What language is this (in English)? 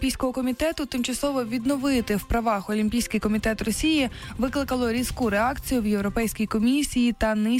Ukrainian